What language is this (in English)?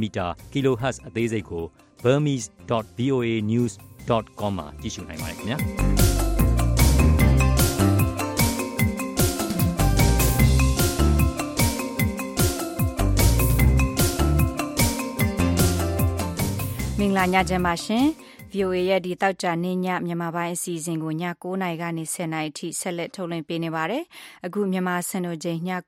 Burmese